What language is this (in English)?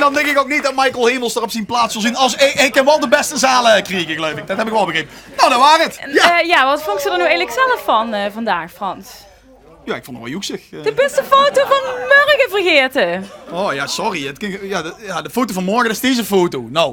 Limburgish